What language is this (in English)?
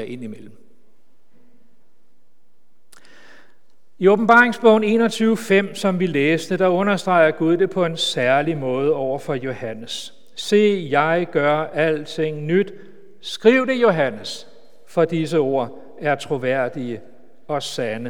Danish